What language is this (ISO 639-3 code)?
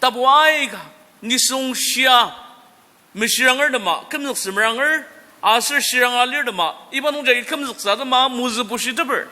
njo